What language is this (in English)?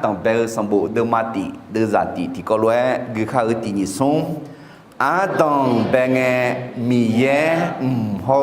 Akha